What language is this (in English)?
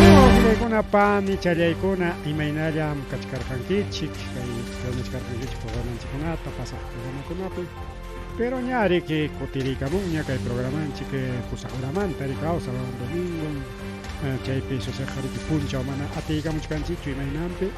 Ayacucho Quechua